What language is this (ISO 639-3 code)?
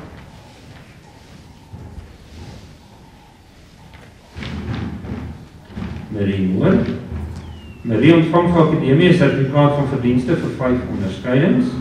afr